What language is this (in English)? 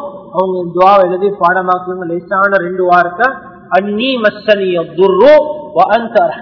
Tamil